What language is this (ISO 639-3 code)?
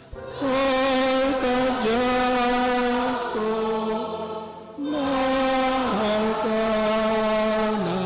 bbc